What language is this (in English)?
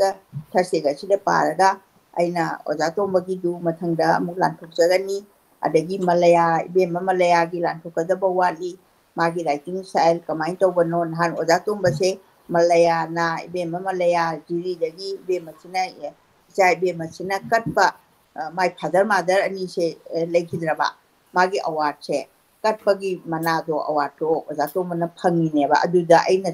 Manipuri